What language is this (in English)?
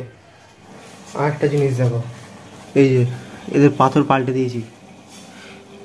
Bangla